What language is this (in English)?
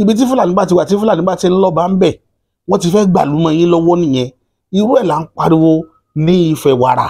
Yoruba